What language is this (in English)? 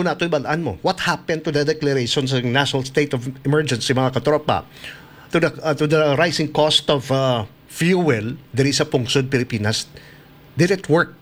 Hiligaynon